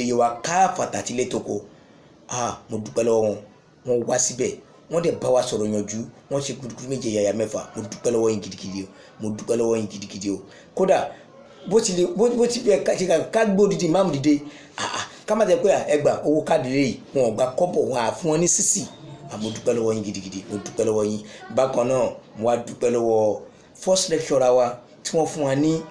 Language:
Yoruba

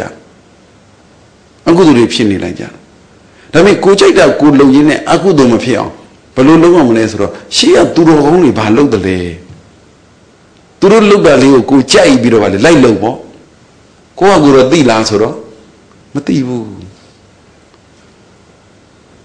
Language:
Burmese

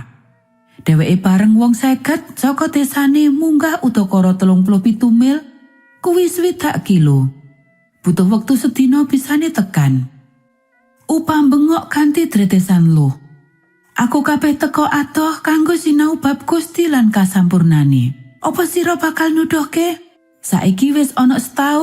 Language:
Javanese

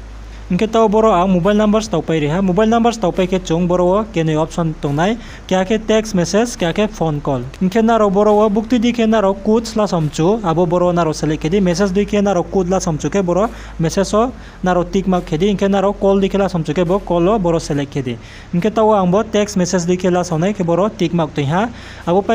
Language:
Riang (India)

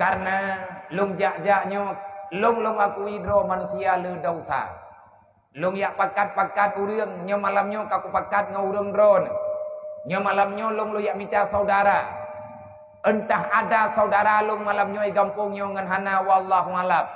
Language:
Achinese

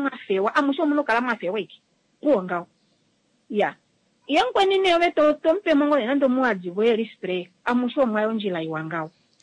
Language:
Kuanyama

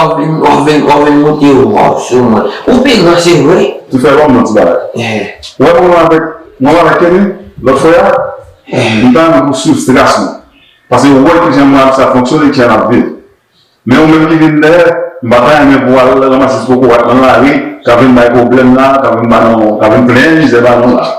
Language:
Haitian Creole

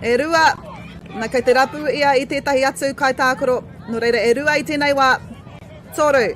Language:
Māori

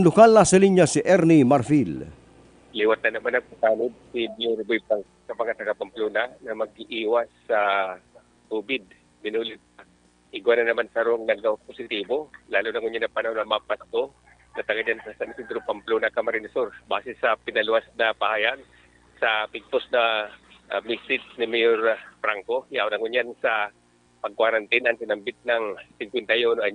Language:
Bikol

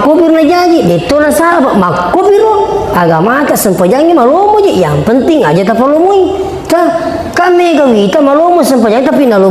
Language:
Buginese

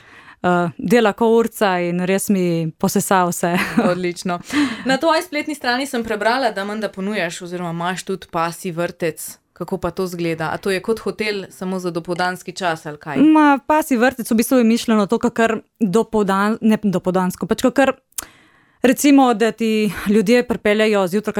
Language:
Slovenian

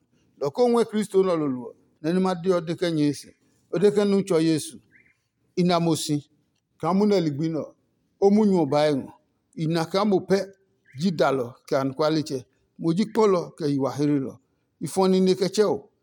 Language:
Adangme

